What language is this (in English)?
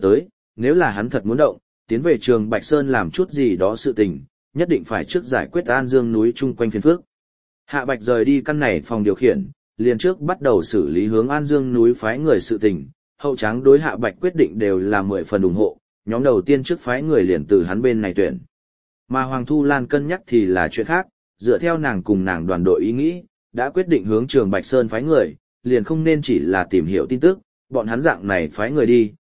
Vietnamese